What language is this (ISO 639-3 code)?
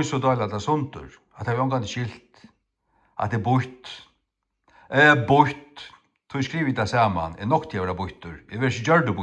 fao